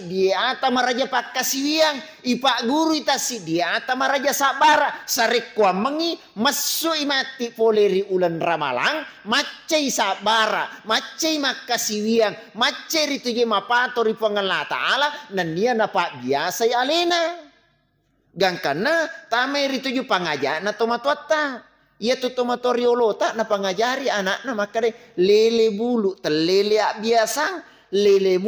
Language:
Buginese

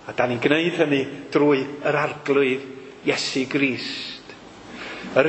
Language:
Welsh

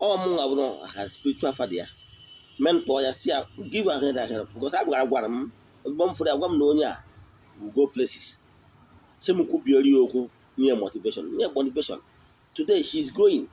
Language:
Igbo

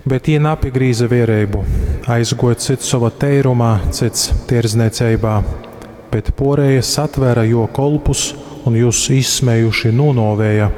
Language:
Latgalian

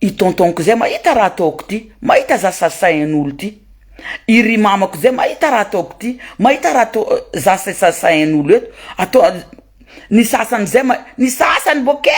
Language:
Malagasy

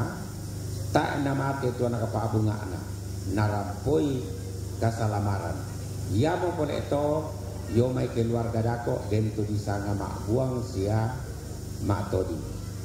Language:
Toraja-Sa'dan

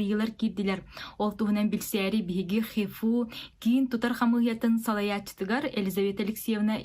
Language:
Yakut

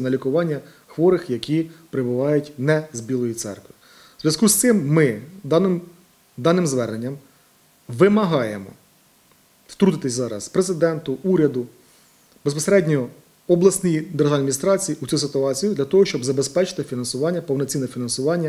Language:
Ukrainian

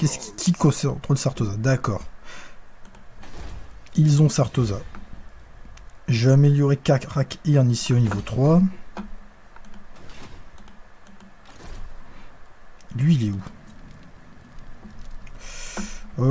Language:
French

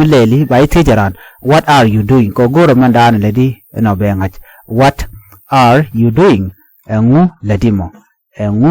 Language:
Nuer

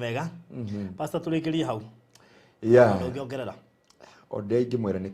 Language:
Kikuyu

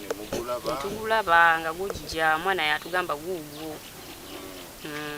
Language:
Ganda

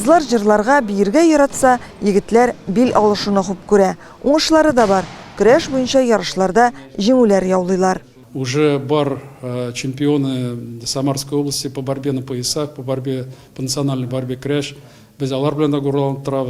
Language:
Tatar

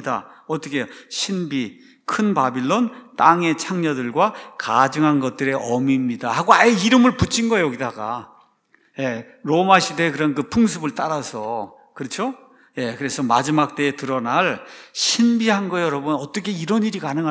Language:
Korean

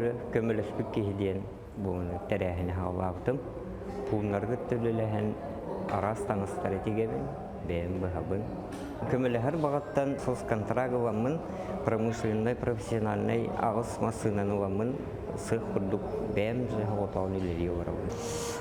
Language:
Yakut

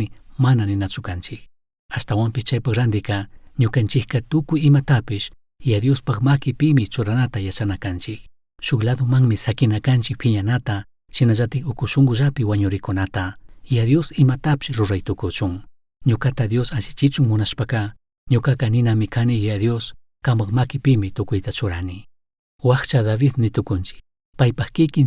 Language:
Chimborazo Highland Quichua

